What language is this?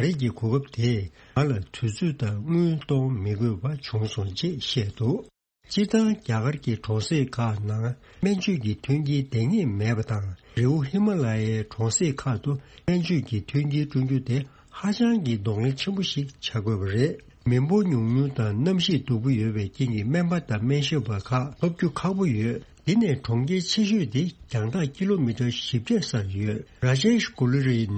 Tibetan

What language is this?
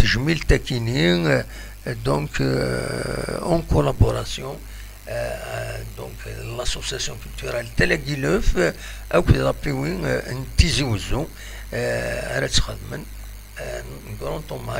Kabyle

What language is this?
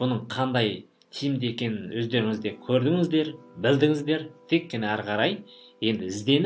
Kazakh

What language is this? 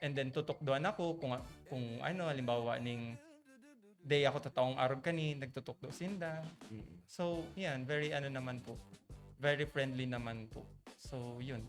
Bikol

